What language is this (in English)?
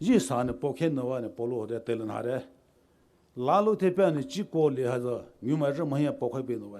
Poumei Naga